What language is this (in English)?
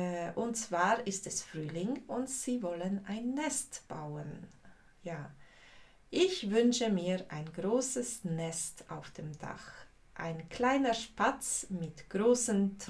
Swiss German